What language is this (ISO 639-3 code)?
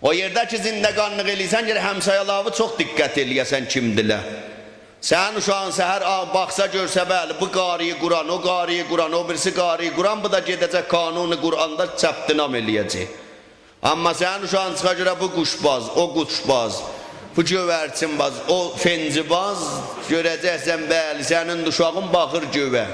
azb